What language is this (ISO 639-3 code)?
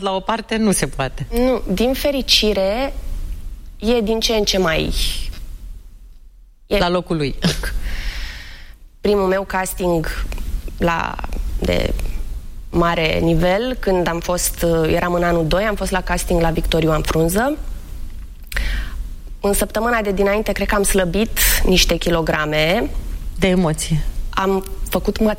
ron